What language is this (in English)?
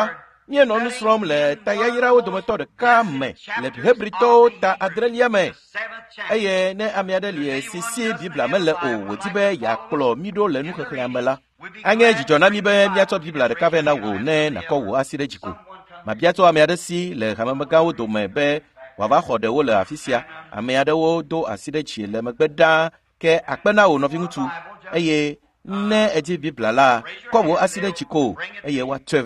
Ewe